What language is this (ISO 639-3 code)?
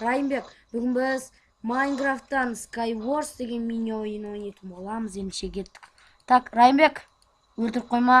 kaz